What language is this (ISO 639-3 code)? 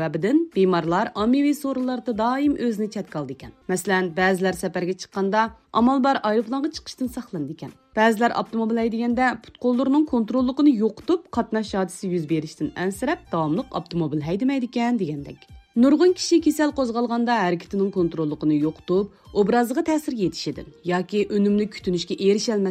uig